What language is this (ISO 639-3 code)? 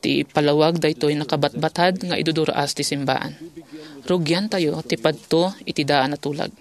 ilo